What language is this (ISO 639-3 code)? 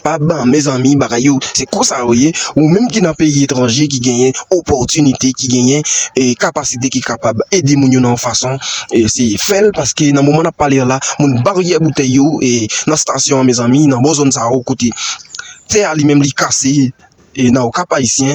hat